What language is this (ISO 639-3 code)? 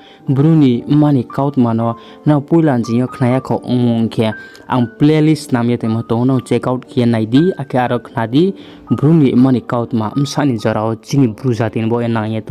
ria